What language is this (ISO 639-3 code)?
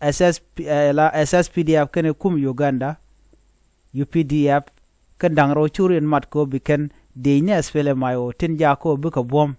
nus